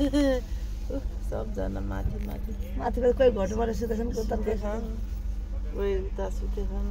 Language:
Nepali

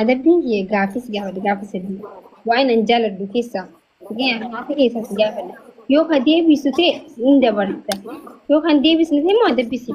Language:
Oromo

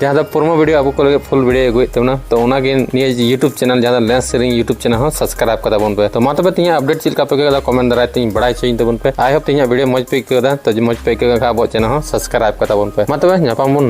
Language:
Santali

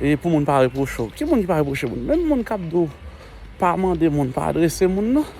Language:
Haitian Creole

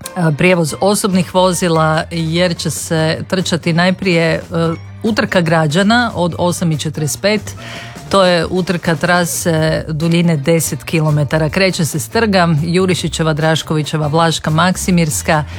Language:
Croatian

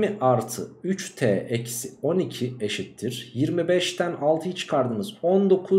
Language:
Turkish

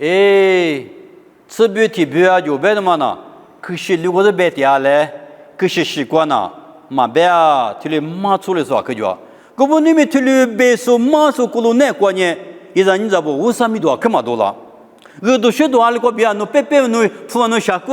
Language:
Lisu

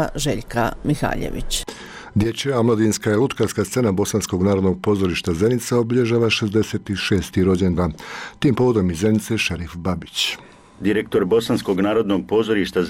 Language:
Bosnian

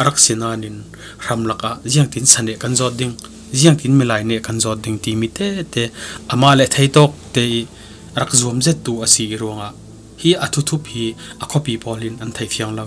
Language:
Falam Chin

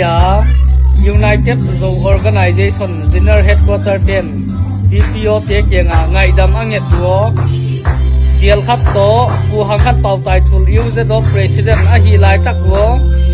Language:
Tedim Chin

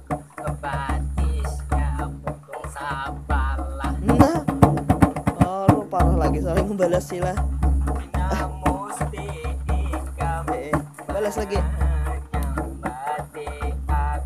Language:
Banjar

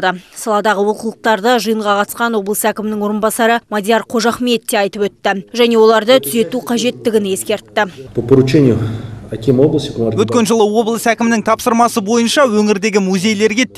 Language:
Kazakh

